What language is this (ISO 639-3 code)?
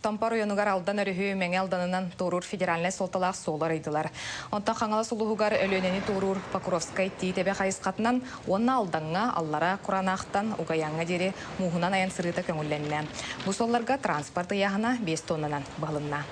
sah